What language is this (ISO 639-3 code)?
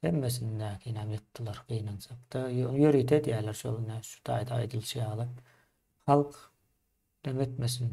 tuk